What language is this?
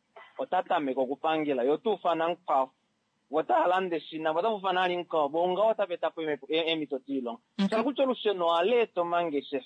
Kuanyama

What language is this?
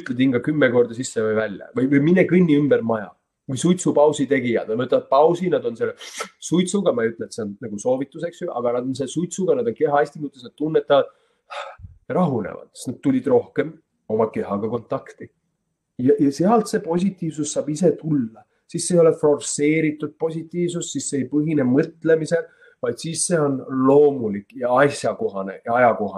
Estonian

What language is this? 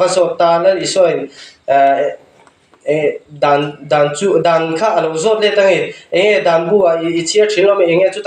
Mizo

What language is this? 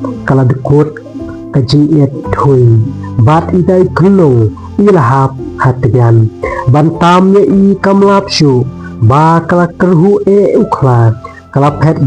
Khasi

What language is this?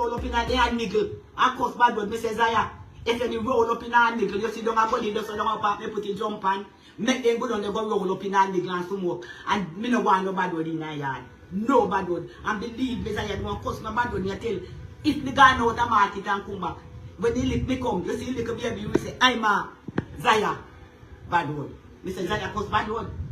Jamaican Creole English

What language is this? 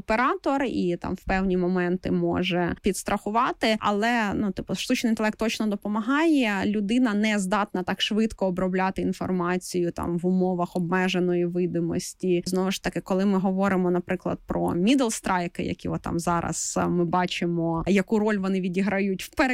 Ukrainian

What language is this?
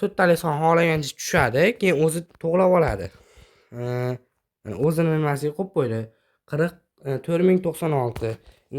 Uzbek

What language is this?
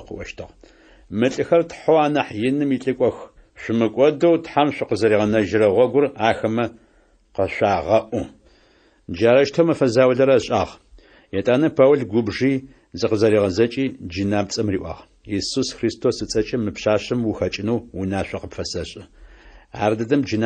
Adyghe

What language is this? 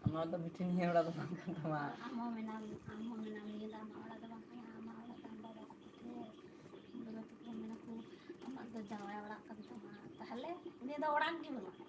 Santali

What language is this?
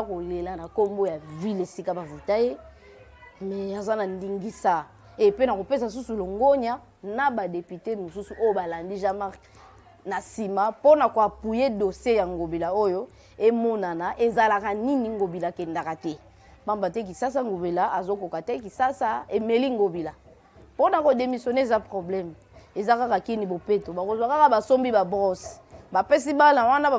Lingala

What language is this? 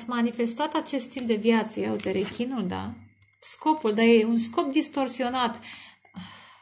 Romanian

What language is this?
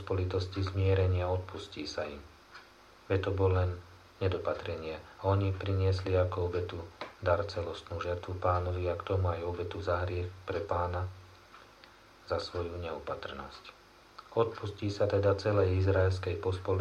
Slovak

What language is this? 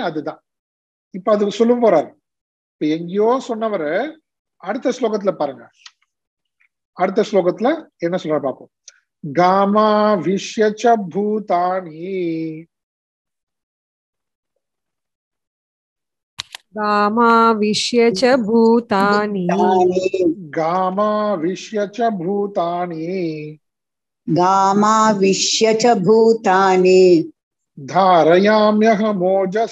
Tamil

